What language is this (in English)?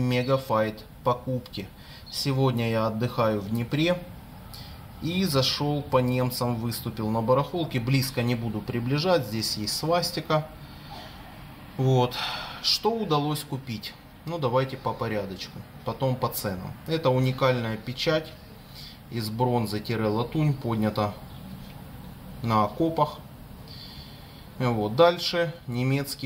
Russian